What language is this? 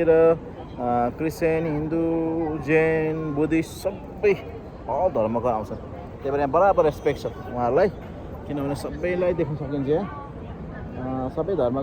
Nepali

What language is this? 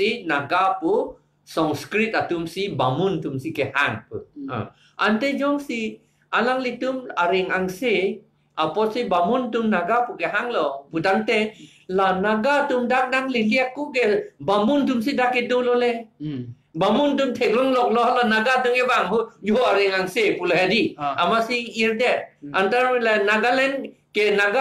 Karbi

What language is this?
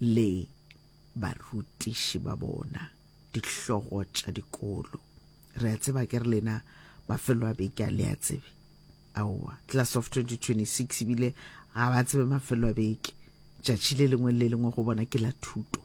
Northern Sotho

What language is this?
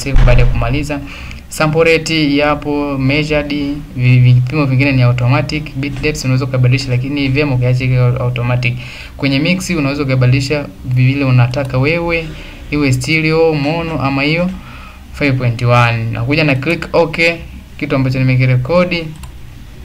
Swahili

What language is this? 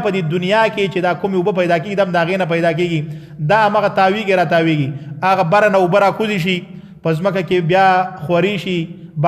Pashto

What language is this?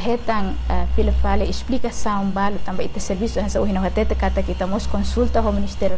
Tetum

